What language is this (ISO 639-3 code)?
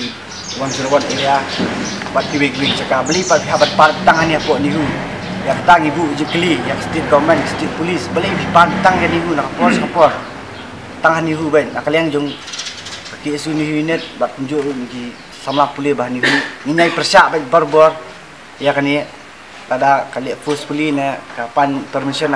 kha